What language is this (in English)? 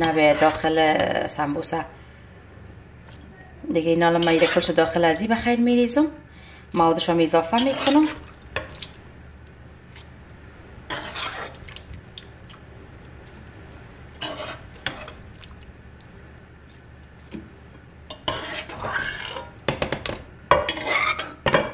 Persian